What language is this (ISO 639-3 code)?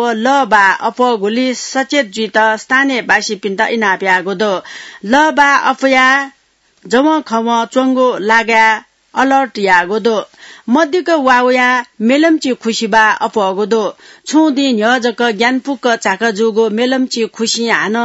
new